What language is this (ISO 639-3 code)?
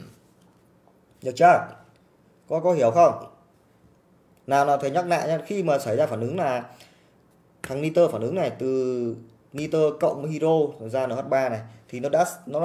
vie